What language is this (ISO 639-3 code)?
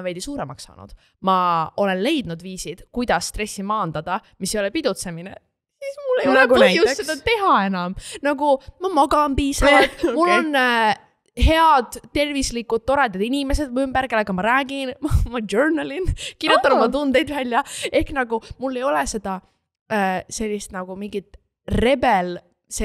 est